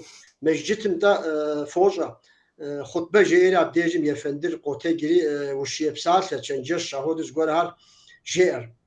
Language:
Kabardian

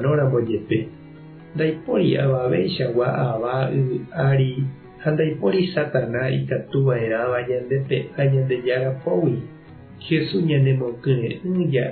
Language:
Guarani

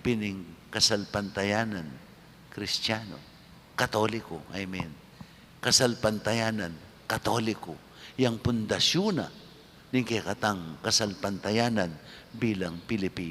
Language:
Pampanga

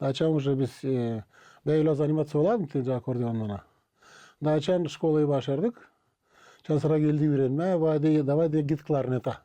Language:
Gagauz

